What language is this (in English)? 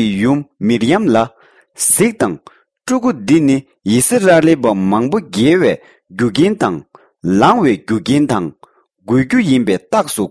Tibetan